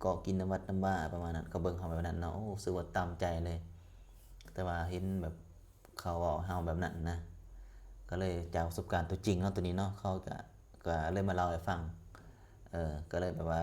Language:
Lao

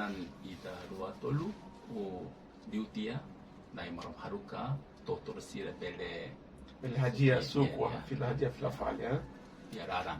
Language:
Tetum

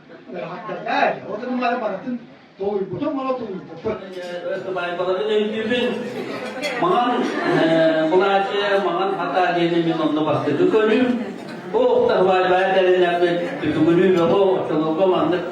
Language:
Yakut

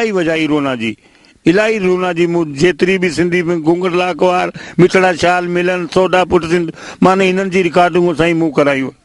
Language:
Sindhi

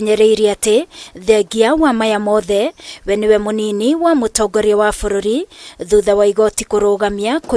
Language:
Kikuyu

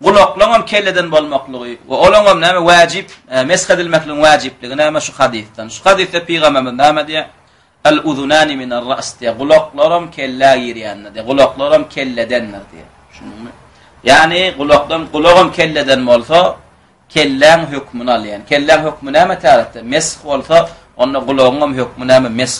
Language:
Turkmen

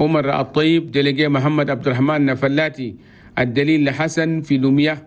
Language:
Chadian Arabic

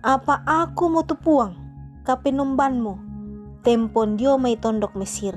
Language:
Toraja-Sa'dan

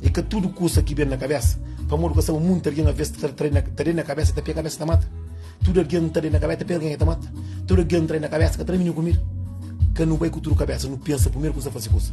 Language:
Kabuverdianu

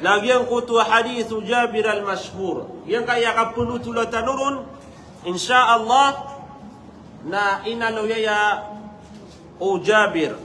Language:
Maranao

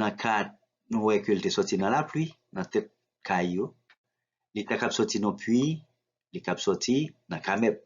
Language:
Haitian Creole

